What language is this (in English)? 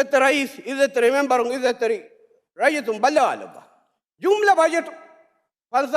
Divehi